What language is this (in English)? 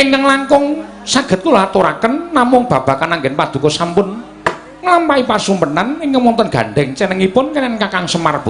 Javanese